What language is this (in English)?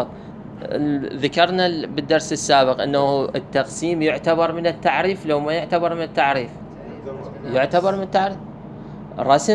Mesopotamian Arabic